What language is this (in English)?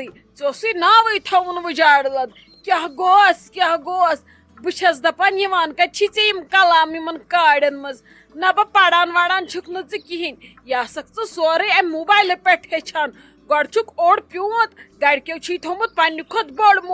Kashmiri